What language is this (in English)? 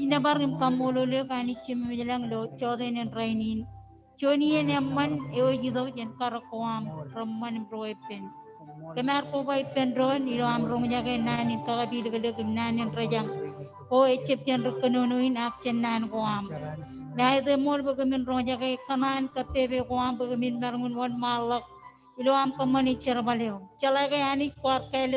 Marshallese